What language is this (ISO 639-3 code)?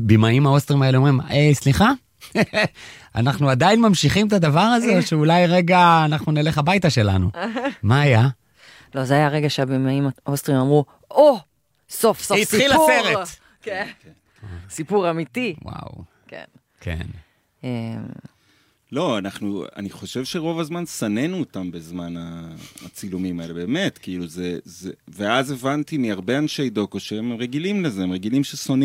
heb